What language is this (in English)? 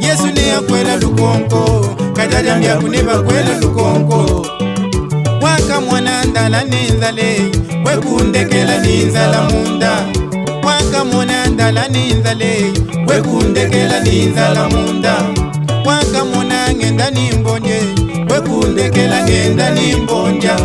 Luba-Lulua